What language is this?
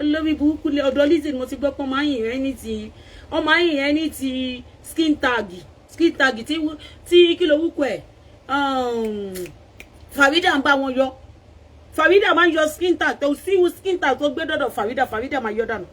Yoruba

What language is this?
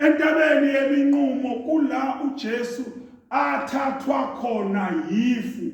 Zulu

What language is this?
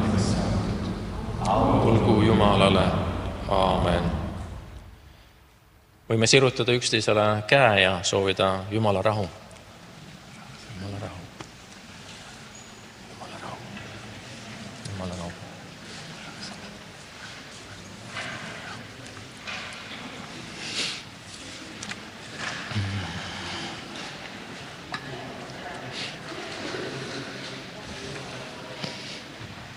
Estonian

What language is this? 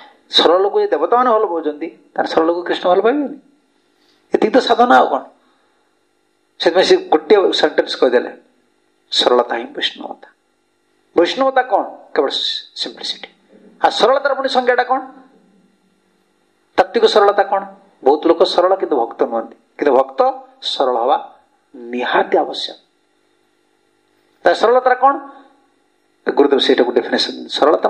Odia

